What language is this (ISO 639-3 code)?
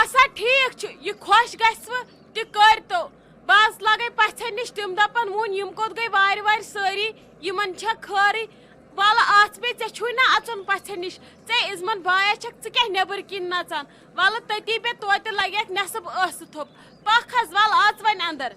kas